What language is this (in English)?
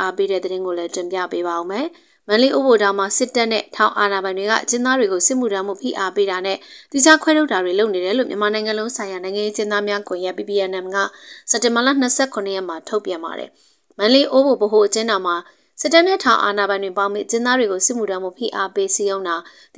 Burmese